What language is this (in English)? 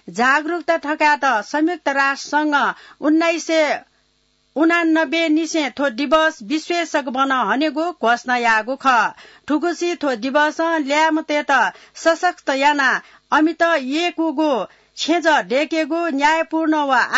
Newari